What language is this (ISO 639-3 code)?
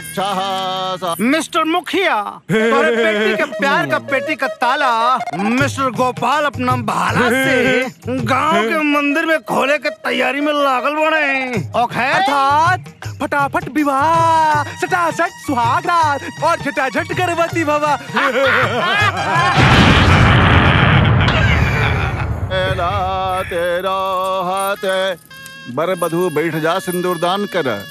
bho